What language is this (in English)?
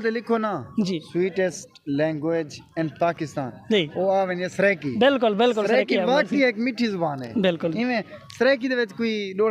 Saraiki